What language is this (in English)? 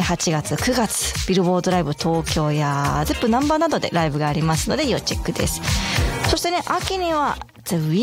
Japanese